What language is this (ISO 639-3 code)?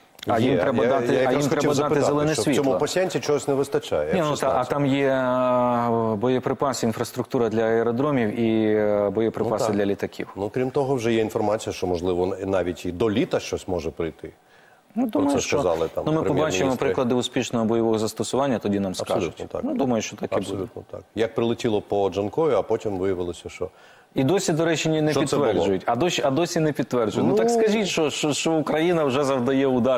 ukr